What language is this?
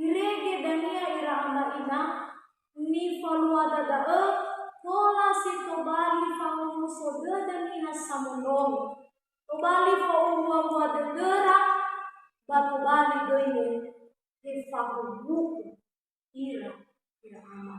Nias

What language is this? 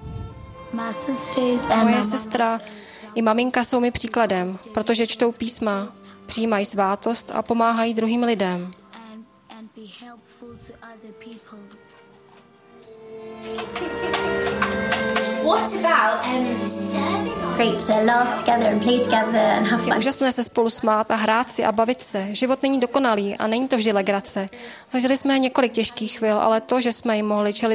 Czech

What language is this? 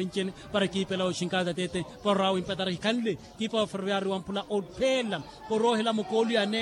Makhuwa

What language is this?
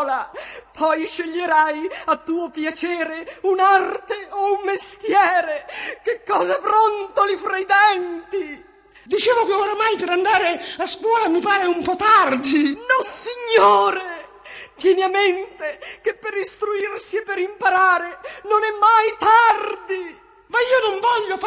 Italian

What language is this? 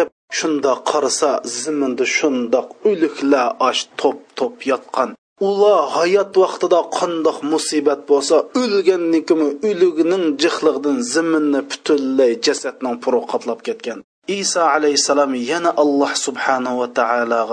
Uyghur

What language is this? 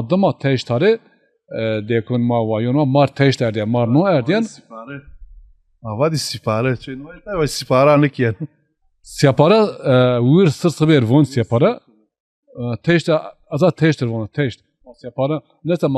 Zaza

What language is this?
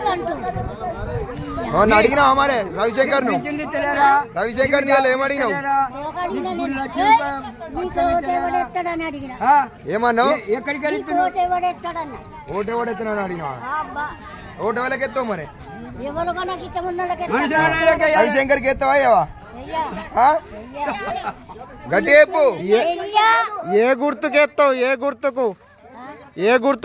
Telugu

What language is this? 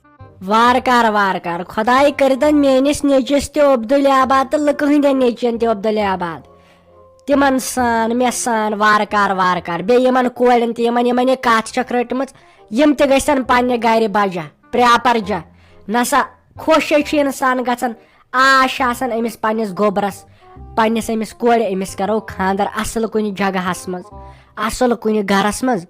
Kashmiri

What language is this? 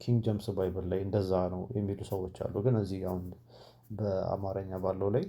Amharic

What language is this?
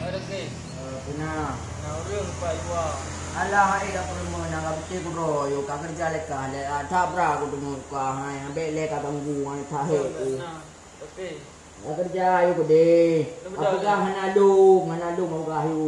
Achinese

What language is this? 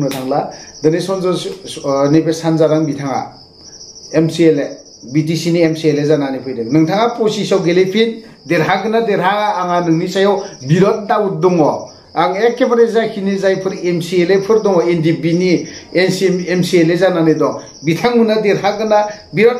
Bodo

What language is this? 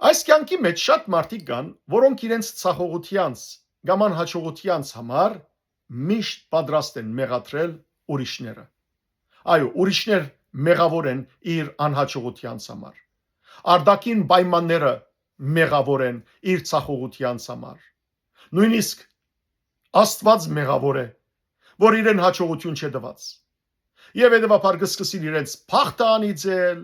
Western Armenian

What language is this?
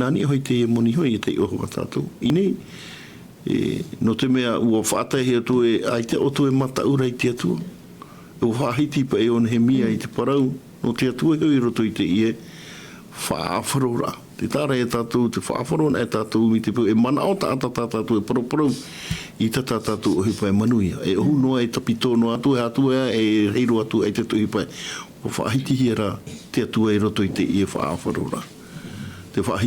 Tahitian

